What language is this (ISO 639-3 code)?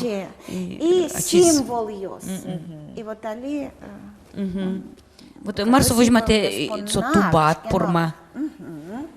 udm